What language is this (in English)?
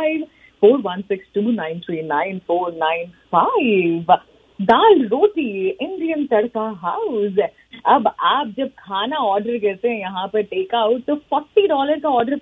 Punjabi